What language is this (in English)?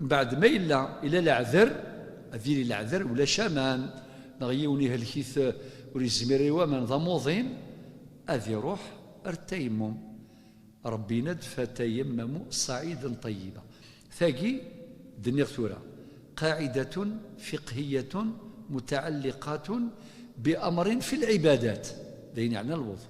Kabyle